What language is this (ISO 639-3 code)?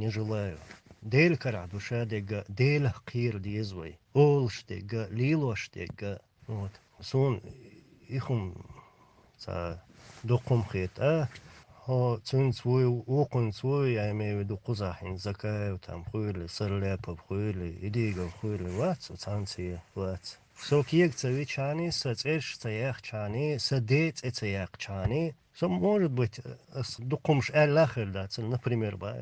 che